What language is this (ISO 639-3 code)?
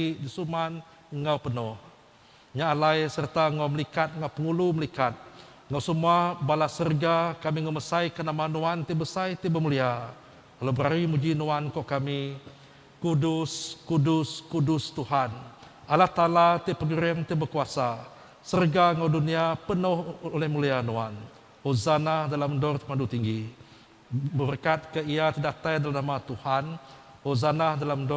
iba